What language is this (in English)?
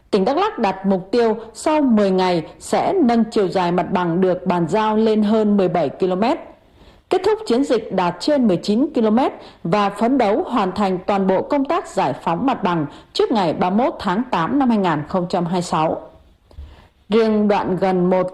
Vietnamese